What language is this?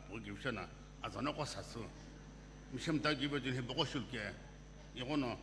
Sumi Naga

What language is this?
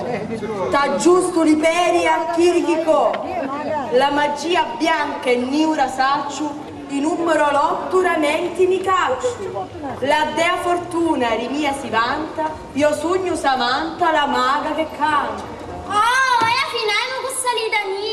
Sicilian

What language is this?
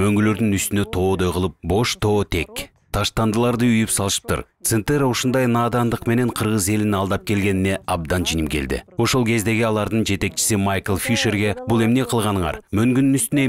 Kyrgyz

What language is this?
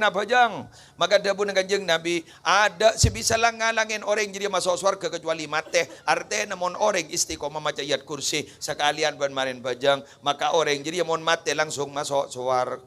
Madurese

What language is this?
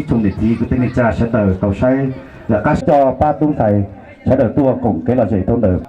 Hmong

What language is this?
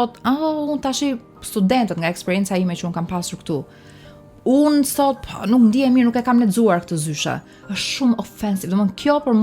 Albanian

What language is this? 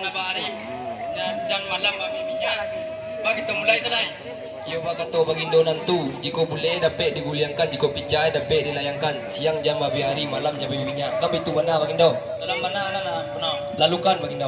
Minangkabau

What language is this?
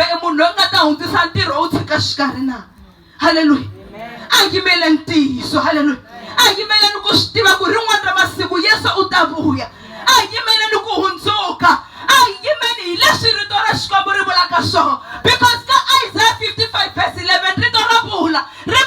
Tsonga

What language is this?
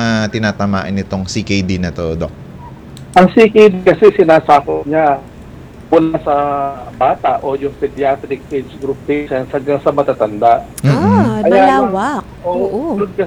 Filipino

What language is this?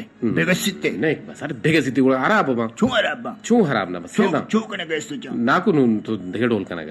Eastern Balochi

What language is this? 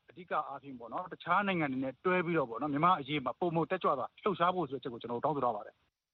Burmese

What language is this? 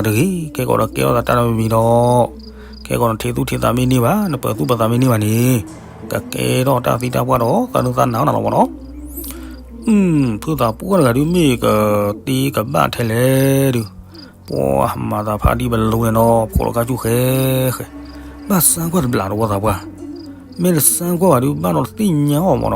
S'gaw Karen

